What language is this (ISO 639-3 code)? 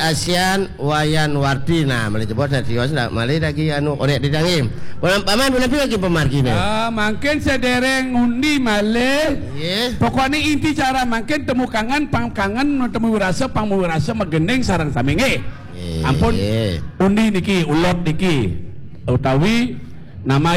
ban